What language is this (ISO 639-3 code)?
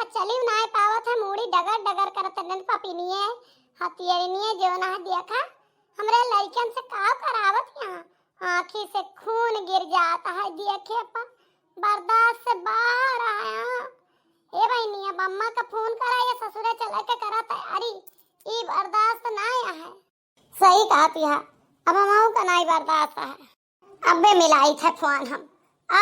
awa